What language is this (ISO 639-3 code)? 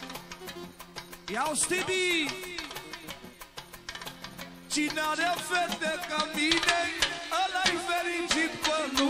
ron